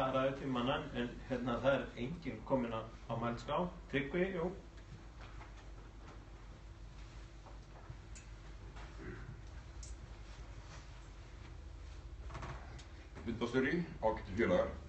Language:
Icelandic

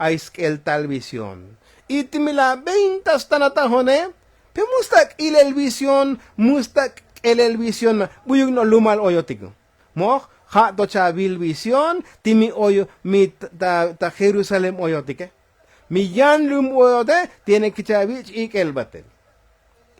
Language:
Tzotzil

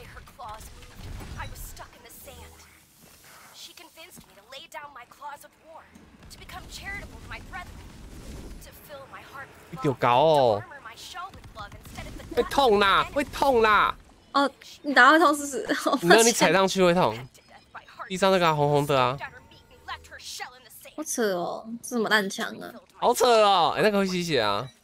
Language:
Chinese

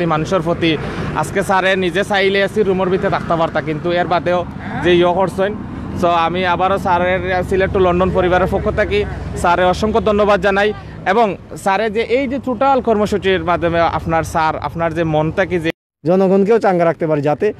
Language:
Sylheti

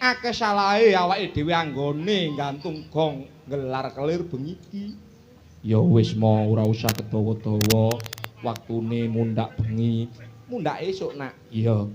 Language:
Javanese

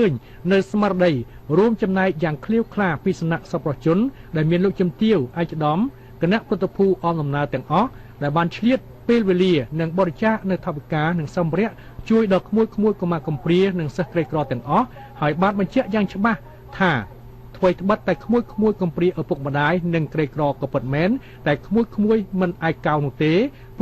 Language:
Khmer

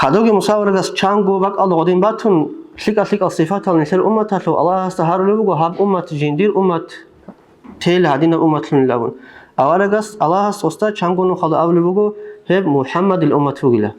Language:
Avaric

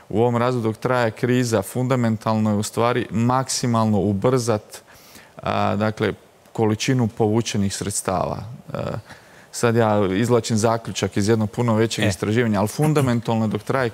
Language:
Croatian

